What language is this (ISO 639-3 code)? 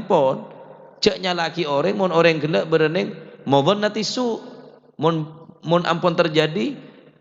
mad